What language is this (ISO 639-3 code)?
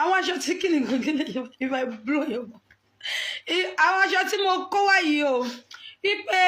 yor